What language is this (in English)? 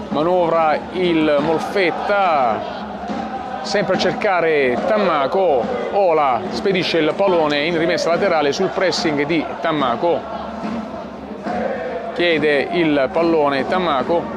Italian